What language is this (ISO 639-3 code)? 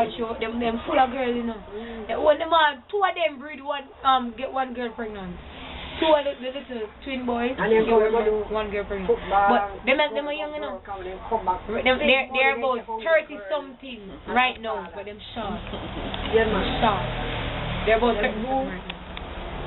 jam